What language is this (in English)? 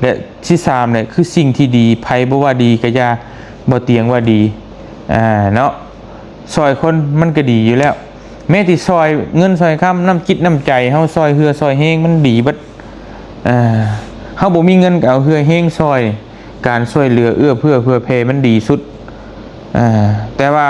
Lao